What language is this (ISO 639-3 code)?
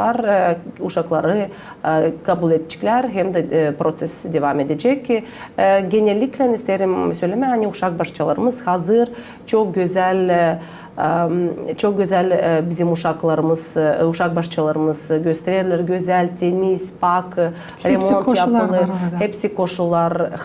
gag